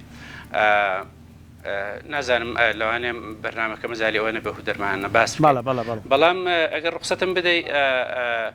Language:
Central Kurdish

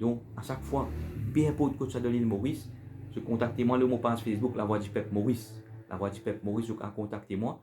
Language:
Morisyen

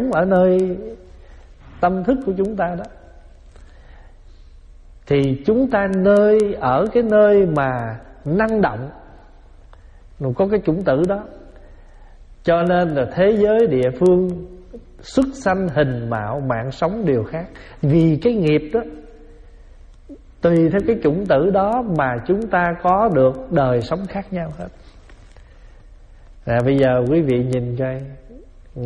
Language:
Vietnamese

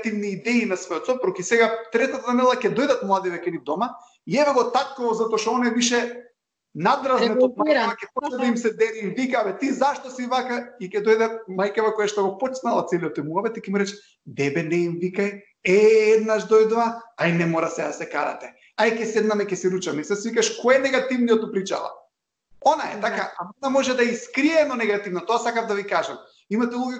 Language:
Macedonian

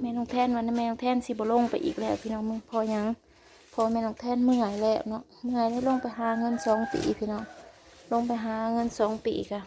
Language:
Northeastern Thai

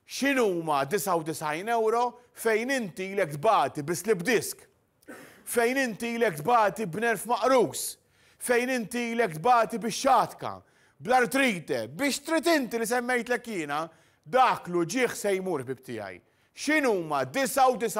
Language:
Maltese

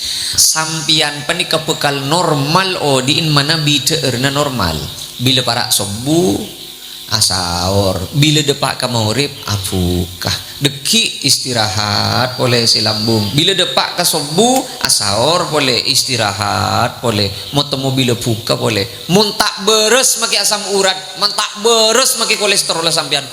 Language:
Madurese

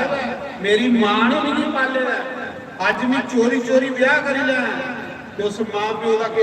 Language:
Dogri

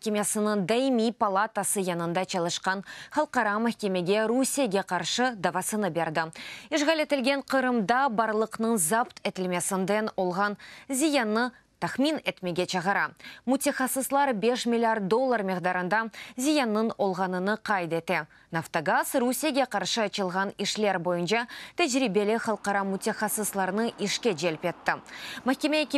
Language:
Crimean Tatar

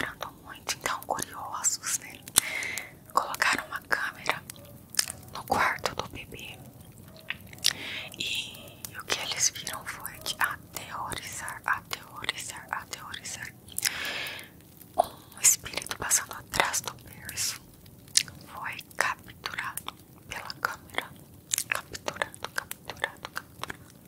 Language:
Portuguese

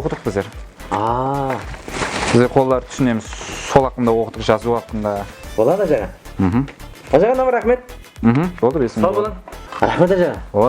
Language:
Kara-Kalpak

